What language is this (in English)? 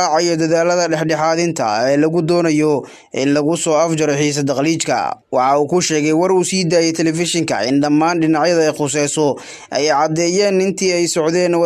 Somali